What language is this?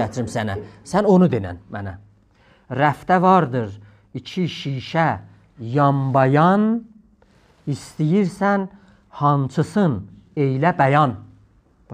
South Azerbaijani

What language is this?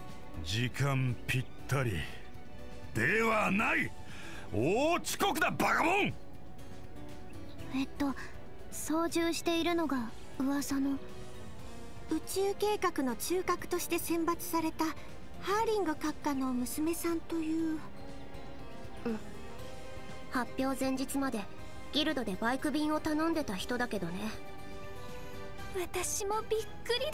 Japanese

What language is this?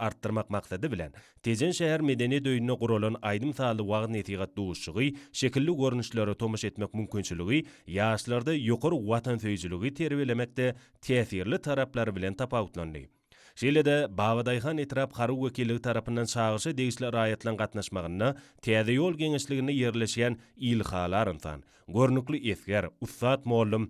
Turkmen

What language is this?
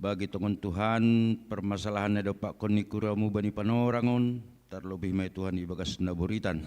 Batak Simalungun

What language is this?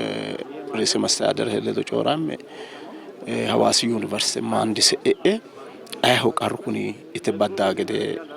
Sidamo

